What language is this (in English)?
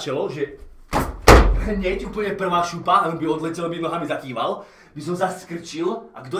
Slovak